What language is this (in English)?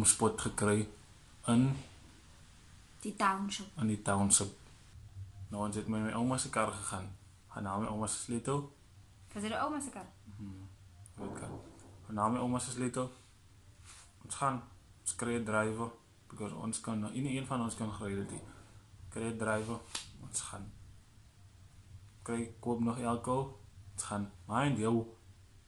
Afrikaans